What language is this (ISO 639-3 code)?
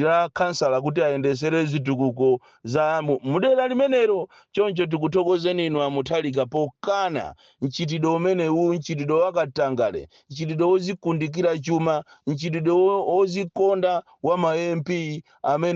nya